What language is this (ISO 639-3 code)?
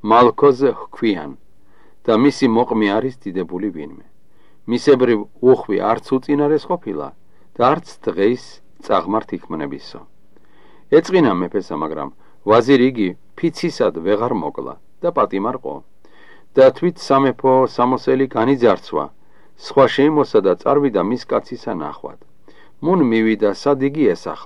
kat